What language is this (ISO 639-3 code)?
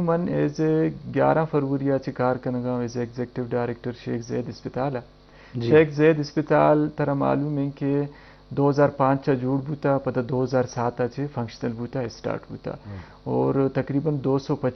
bgp